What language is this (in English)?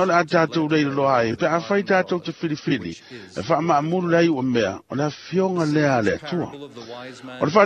Samoan